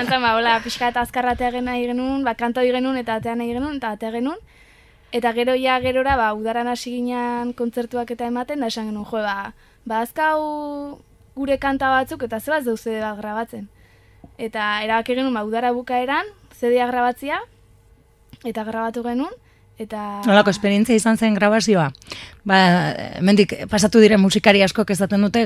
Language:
Basque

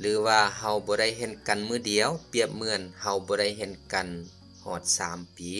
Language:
Lao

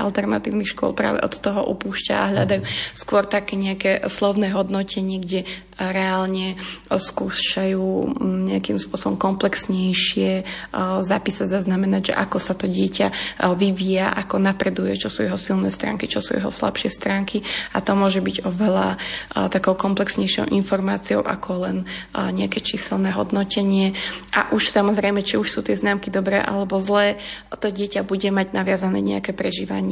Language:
Slovak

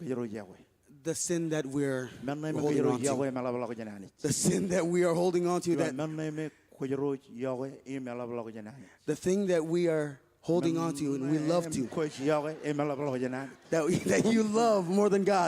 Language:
Marshallese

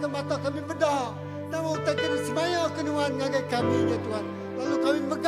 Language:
Iban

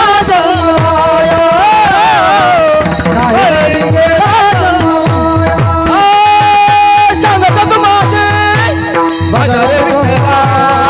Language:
Marathi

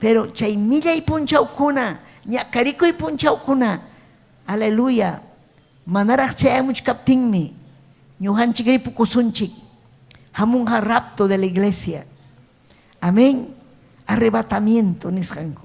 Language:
Ayacucho Quechua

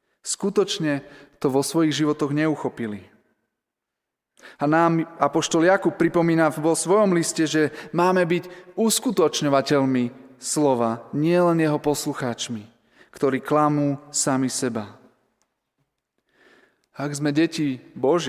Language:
Slovak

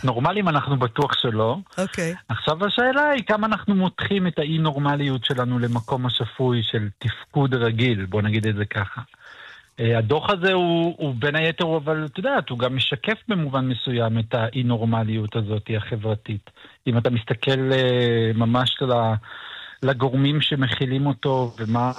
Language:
Hebrew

